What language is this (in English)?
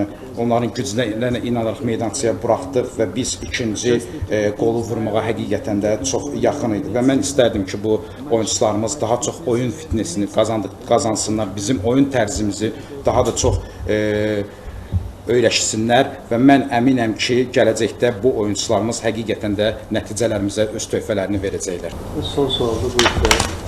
Azerbaijani